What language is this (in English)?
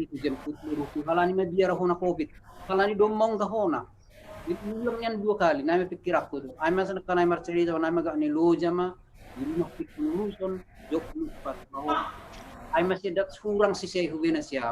Batak Simalungun